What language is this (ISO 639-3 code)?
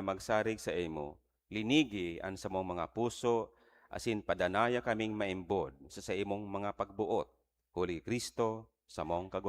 bik